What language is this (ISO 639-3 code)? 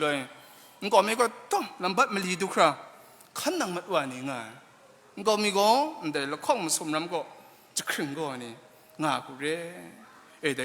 kac